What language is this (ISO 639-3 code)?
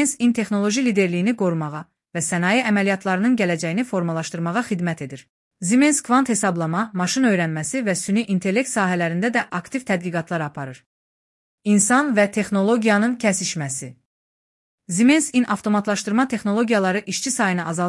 aze